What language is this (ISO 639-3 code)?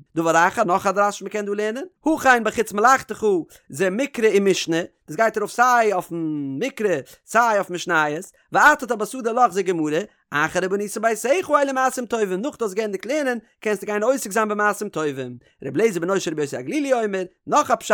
yid